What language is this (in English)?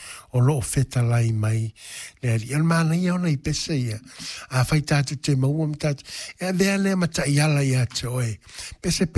Samoan